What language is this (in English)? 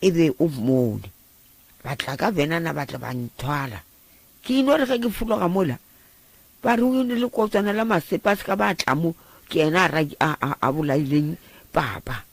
Northern Sotho